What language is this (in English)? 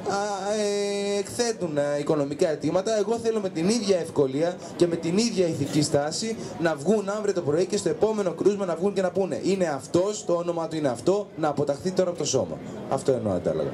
Greek